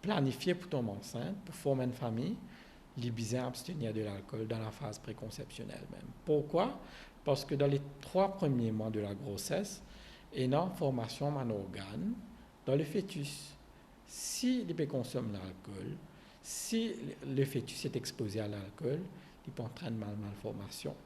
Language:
Morisyen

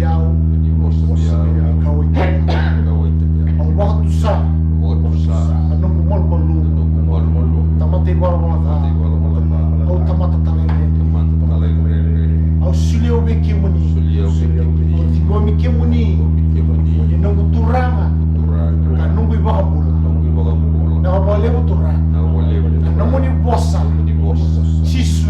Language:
Fijian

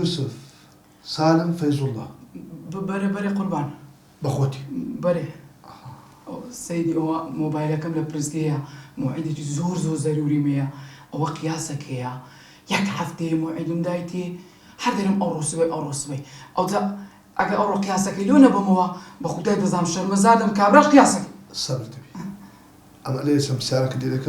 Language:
Central Kurdish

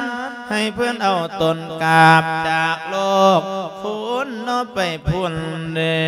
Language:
Lao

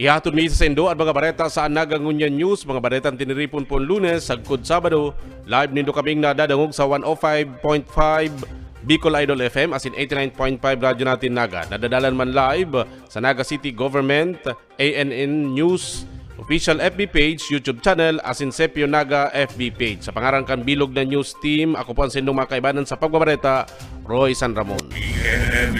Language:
Bikol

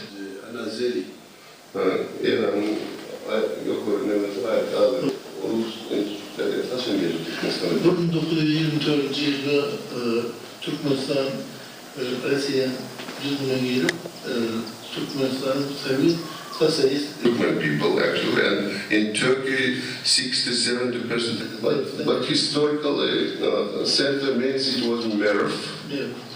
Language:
Nyankole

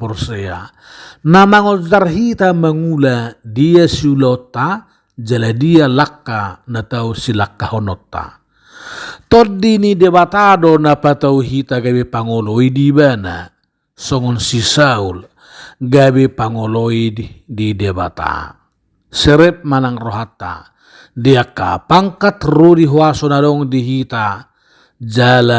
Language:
Batak Toba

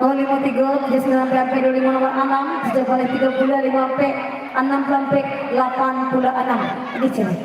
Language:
Minangkabau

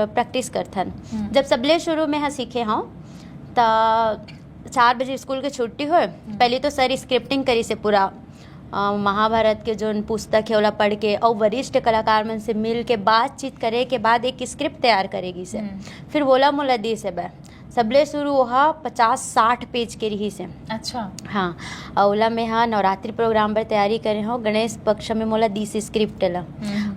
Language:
Chhattisgarhi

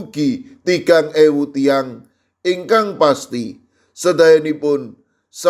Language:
Javanese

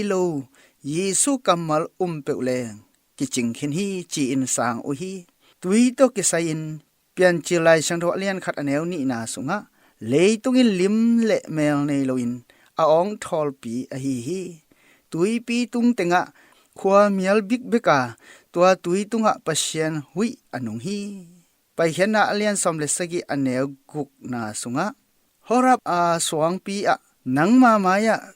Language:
Tedim Chin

